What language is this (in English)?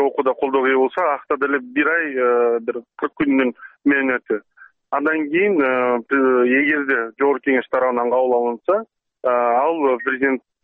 Kyrgyz